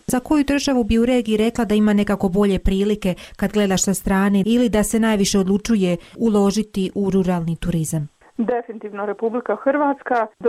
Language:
Croatian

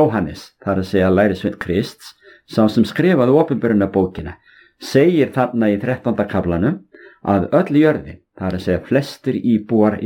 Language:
Icelandic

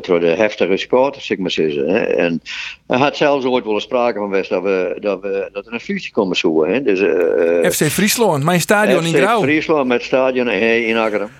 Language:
Western Frisian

